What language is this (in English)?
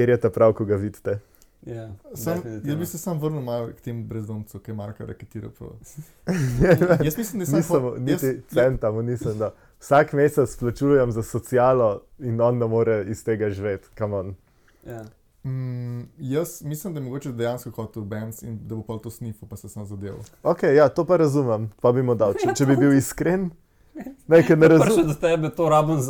Slovenian